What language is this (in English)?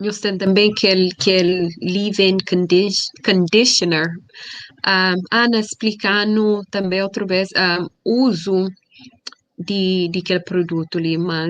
Kabuverdianu